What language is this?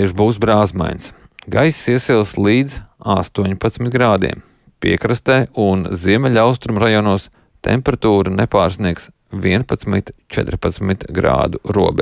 Latvian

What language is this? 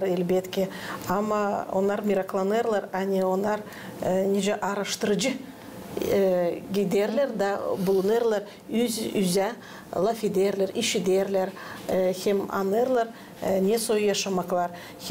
Gagauz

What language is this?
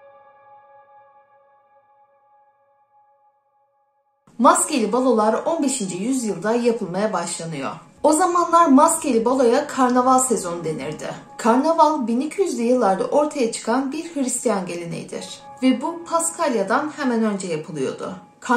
Turkish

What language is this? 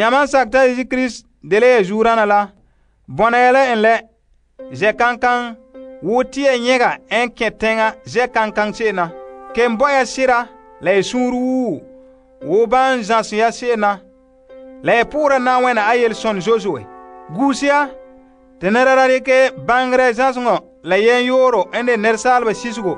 Frafra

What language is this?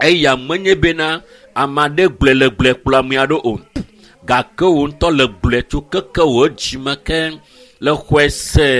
Ewe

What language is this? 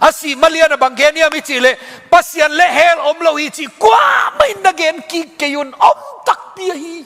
Tedim Chin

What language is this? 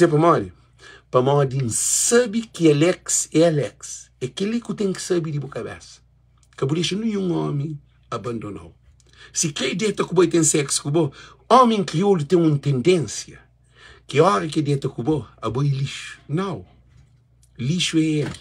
Kabuverdianu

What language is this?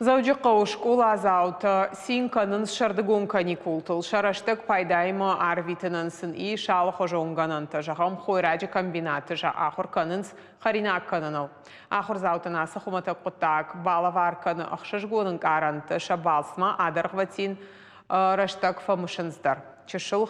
Ossetic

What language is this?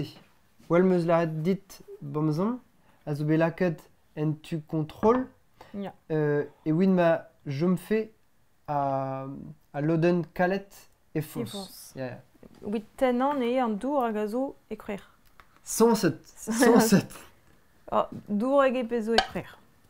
Breton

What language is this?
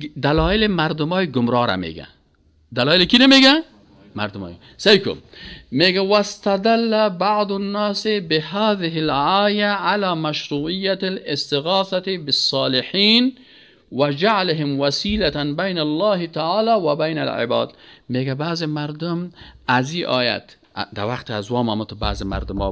Persian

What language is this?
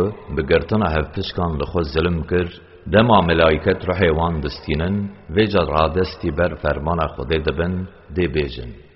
Kurdish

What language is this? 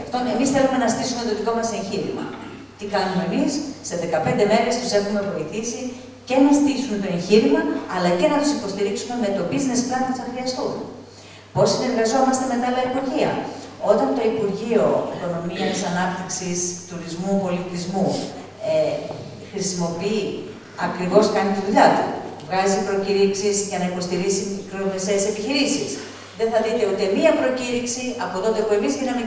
Greek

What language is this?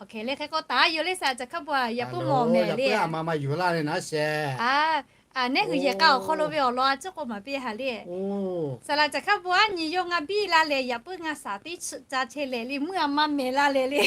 Lahu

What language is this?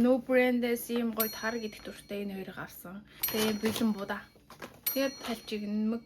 Mongolian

